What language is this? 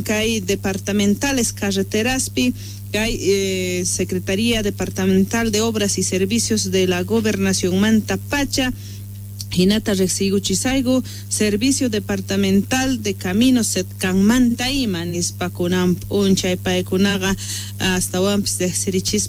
South Bolivian Quechua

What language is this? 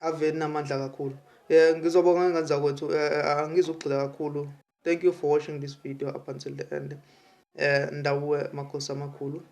Zulu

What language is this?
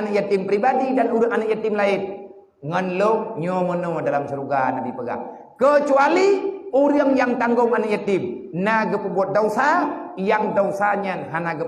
Achinese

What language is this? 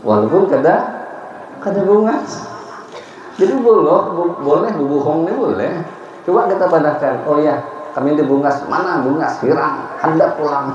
Banjar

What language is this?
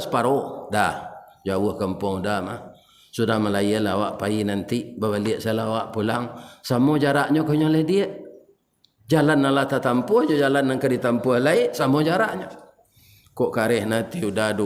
Minangkabau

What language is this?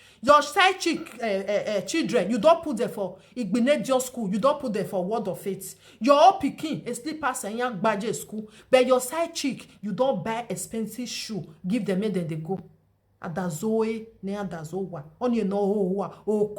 Nigerian Pidgin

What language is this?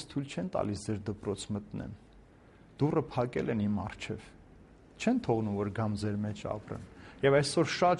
Armenian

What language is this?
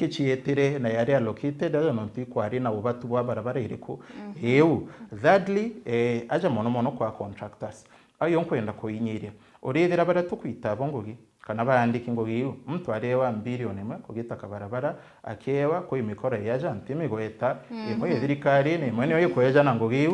Meru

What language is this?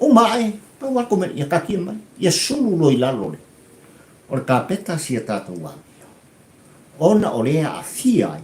Samoan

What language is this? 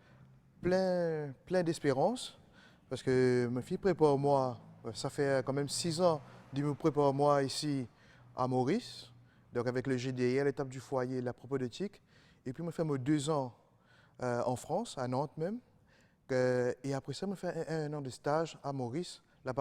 Morisyen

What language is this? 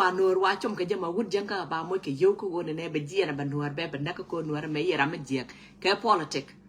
Nuer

